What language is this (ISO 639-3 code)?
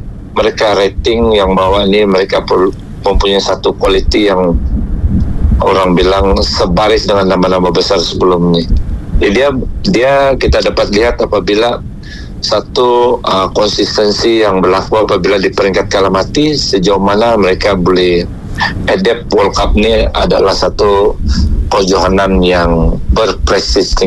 msa